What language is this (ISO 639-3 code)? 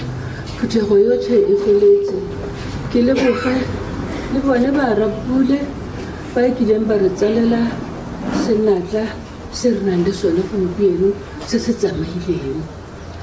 tsn